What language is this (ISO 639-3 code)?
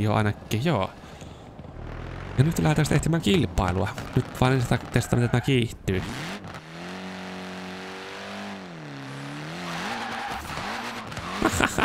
fin